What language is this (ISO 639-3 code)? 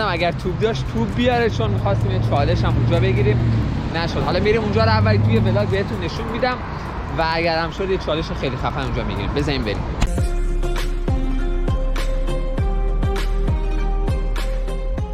fas